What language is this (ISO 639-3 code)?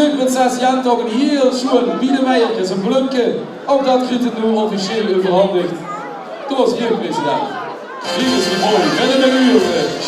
lim